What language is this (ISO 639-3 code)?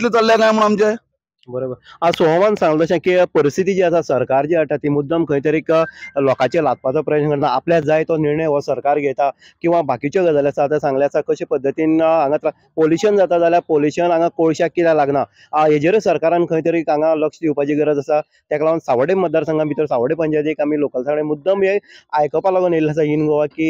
kok